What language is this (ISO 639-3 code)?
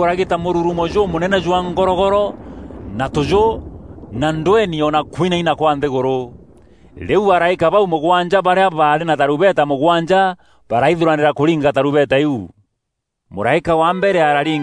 mer